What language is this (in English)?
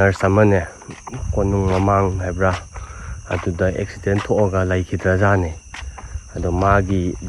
Manipuri